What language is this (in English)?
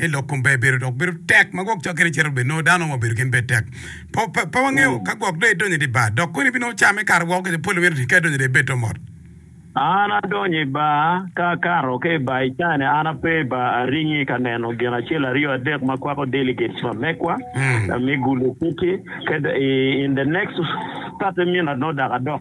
Acoli